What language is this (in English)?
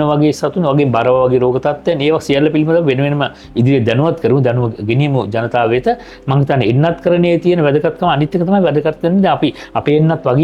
Sinhala